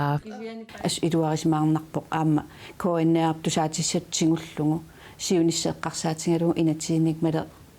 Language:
Kalaallisut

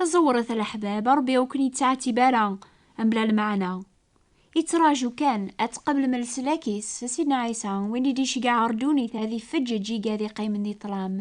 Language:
Kabyle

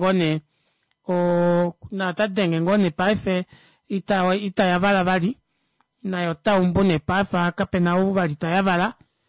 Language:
Kuanyama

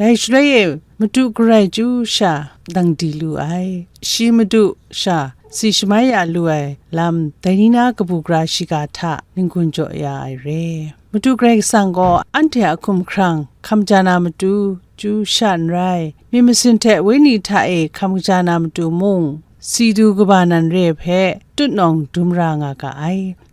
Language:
Kachin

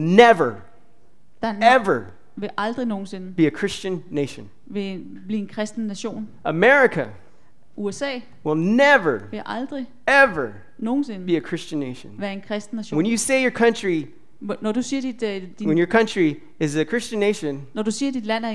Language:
Danish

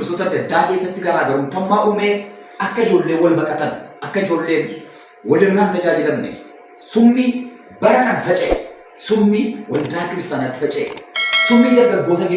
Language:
Oromo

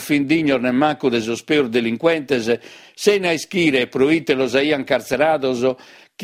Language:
Sardinian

